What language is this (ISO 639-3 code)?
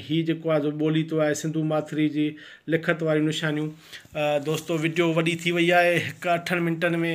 snd